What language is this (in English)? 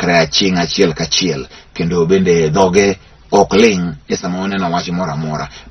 Luo (Kenya and Tanzania)